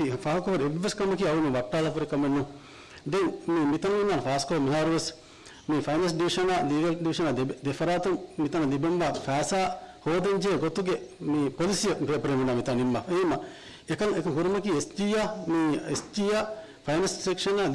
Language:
Divehi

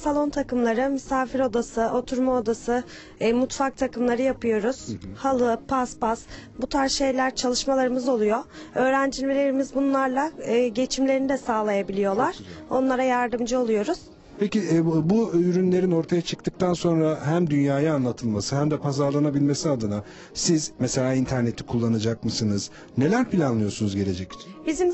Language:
Turkish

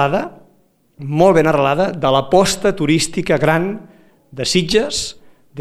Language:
Catalan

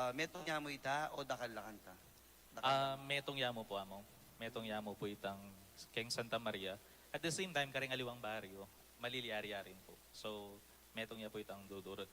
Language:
Pampanga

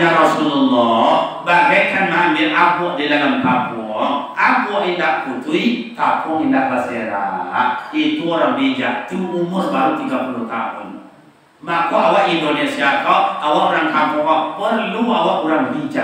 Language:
Minangkabau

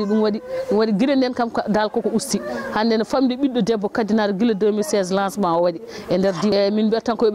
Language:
Fula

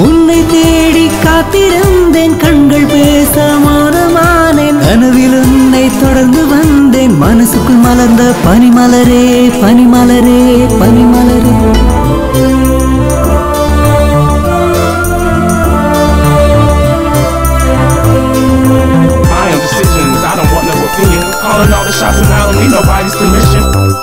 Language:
Tamil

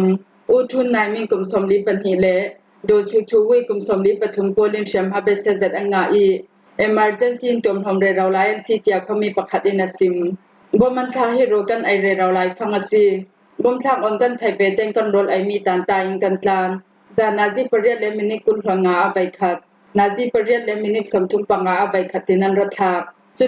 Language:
Falam Chin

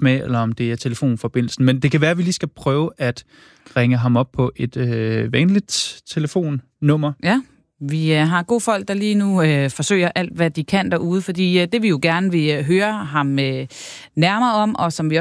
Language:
Danish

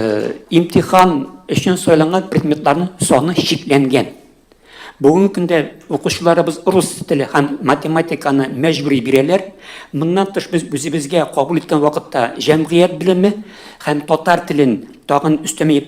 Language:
Tatar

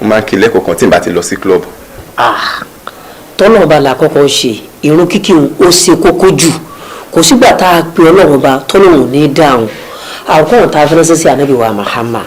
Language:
Yoruba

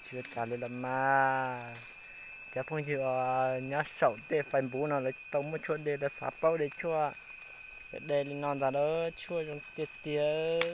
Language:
Hmong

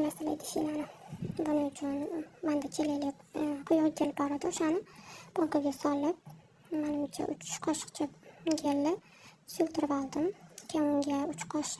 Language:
Uzbek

